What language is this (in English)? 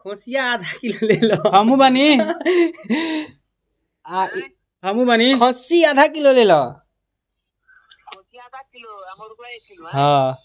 Bhojpuri